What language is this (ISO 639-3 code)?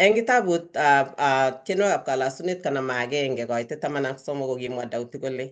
kln